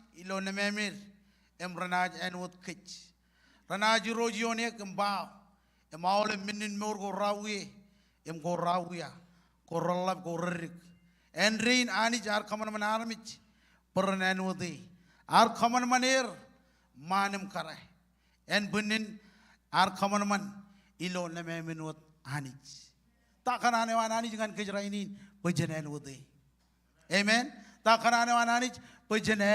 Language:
Marshallese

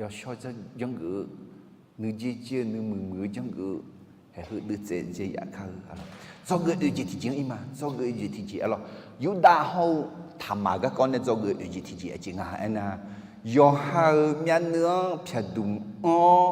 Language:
Akha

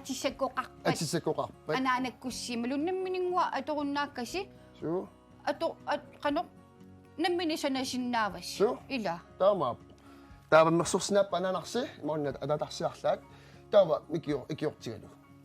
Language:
Kalaallisut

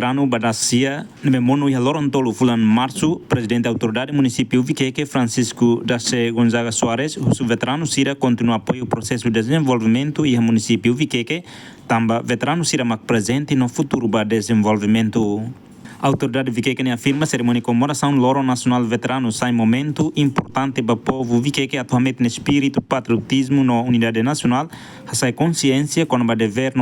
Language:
Tetum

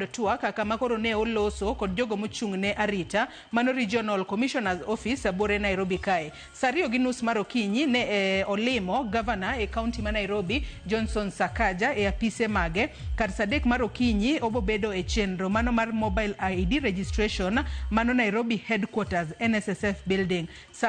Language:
Luo (Kenya and Tanzania)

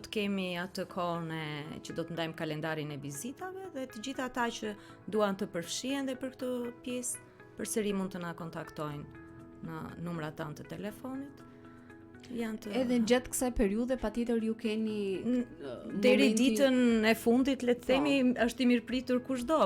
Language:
Albanian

